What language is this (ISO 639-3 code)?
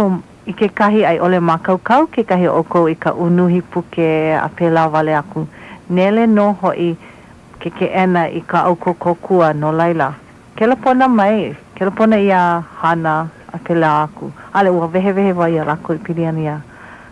haw